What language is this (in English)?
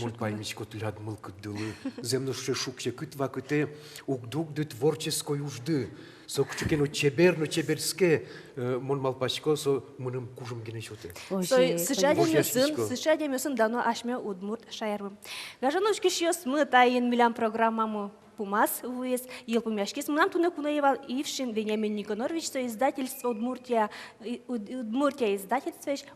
Udmurt